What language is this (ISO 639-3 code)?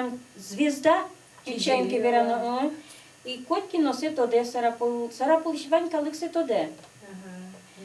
udm